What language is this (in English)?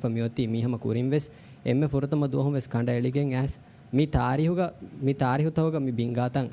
Divehi